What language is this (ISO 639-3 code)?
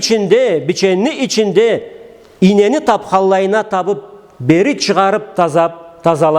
krc